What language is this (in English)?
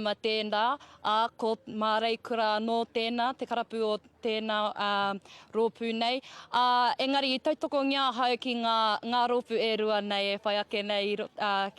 Māori